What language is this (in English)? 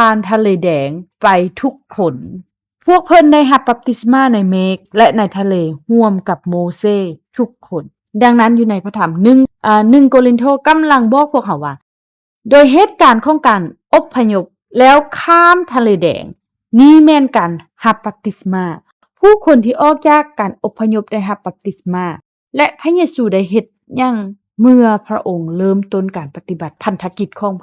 Lao